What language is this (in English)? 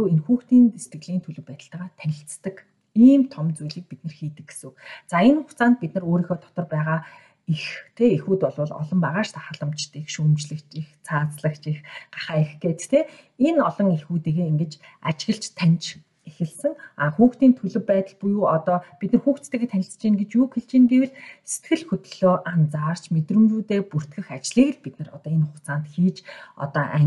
Mongolian